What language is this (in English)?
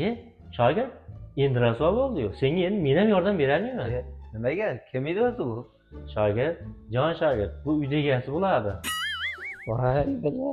Uzbek